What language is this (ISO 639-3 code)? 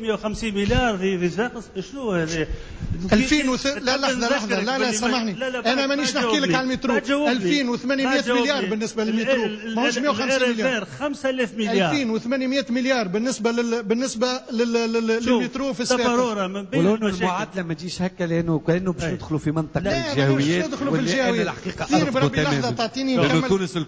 aeb